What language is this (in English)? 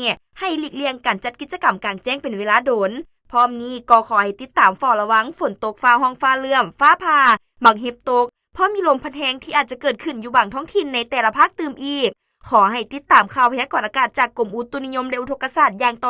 Lao